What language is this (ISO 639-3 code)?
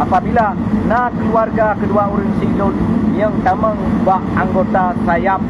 ace